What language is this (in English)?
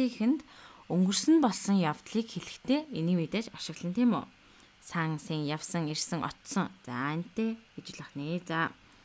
Mongolian